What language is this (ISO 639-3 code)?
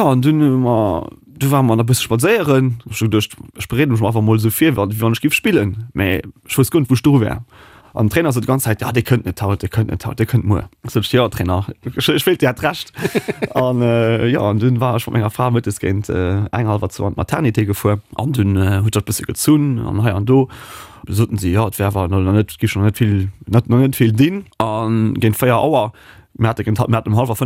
ltz